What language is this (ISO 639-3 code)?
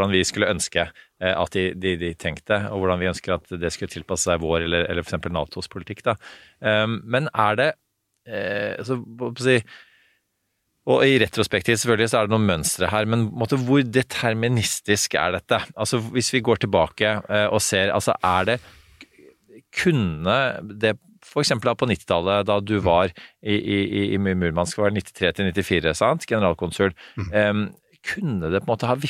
nor